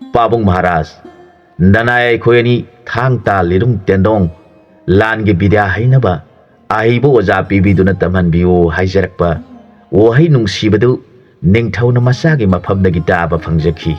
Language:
Manipuri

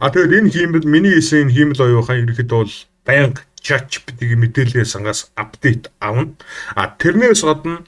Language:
Mongolian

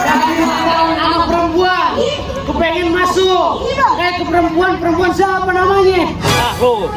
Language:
Betawi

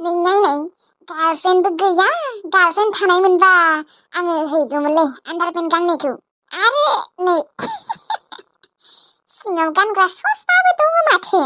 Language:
Bodo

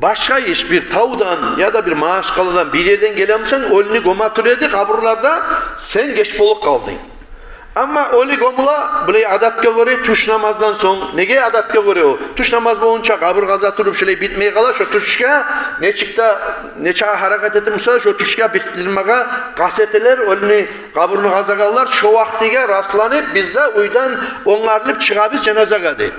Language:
Kumyk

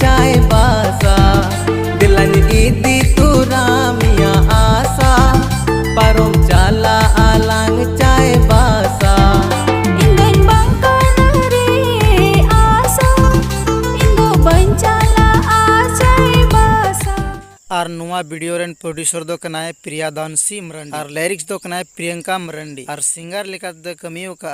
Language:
Santali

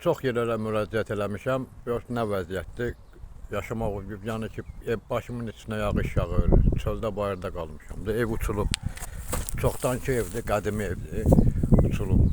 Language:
Azerbaijani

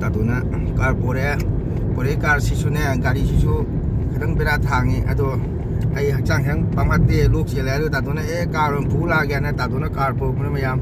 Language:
Manipuri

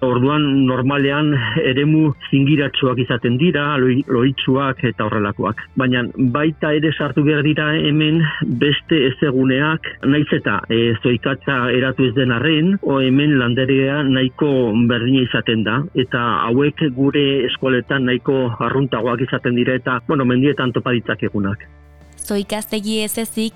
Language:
Basque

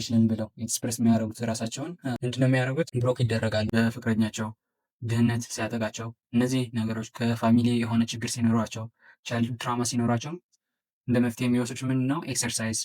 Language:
Amharic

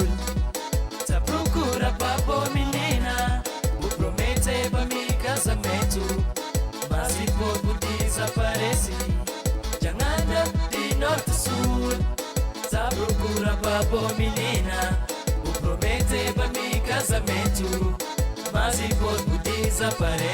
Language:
Kabuverdianu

